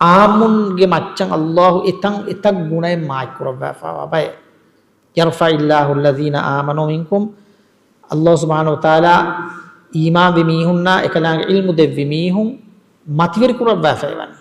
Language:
Divehi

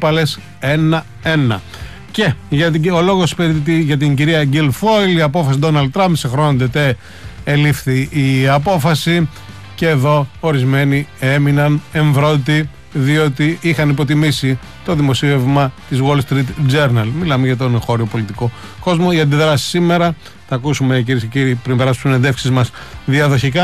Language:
Greek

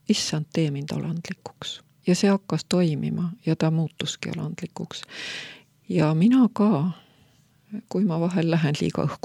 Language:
Estonian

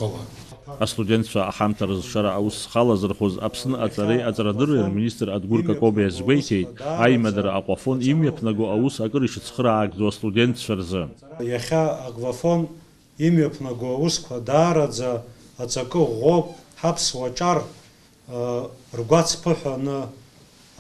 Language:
Abkhazian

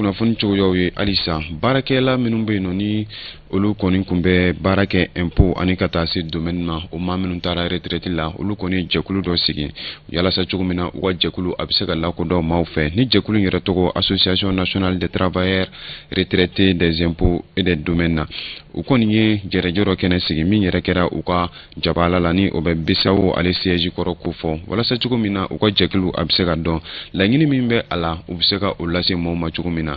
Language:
Bambara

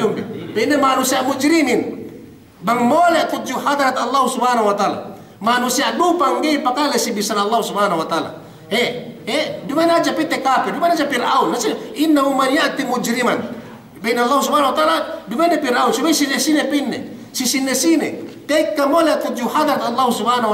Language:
Yakan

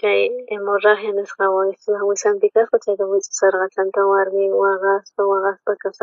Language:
South Bolivian Quechua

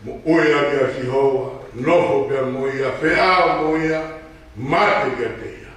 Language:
Tongan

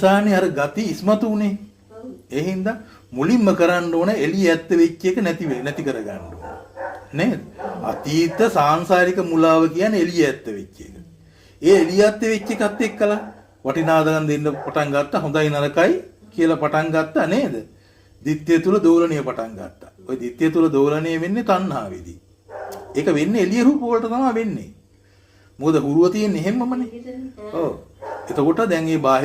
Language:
Sinhala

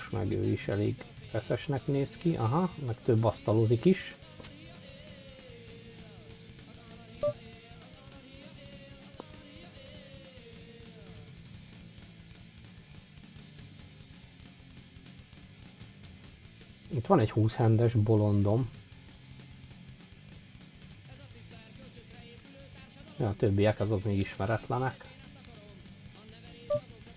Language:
Hungarian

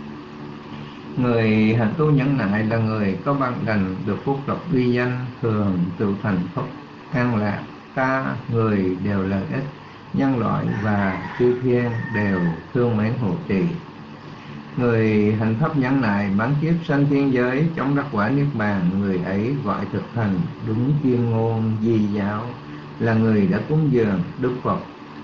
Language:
Vietnamese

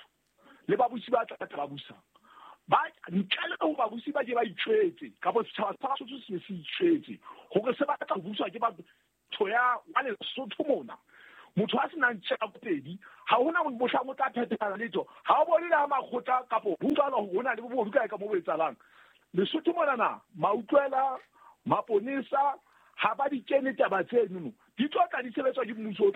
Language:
Southern Sotho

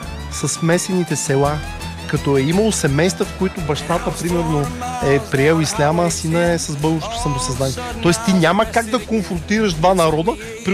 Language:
Bulgarian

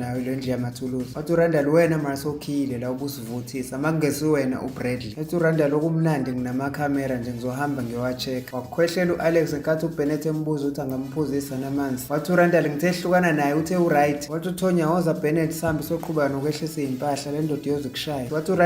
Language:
Zulu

